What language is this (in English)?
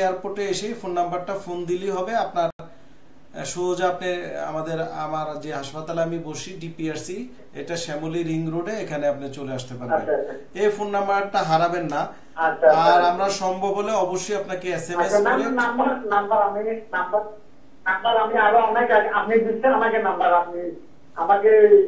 Bangla